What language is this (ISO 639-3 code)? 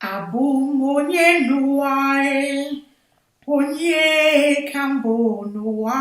ibo